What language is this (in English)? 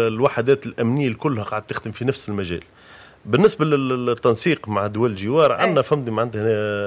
Tunisian Arabic